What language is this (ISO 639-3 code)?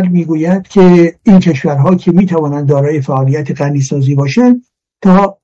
fas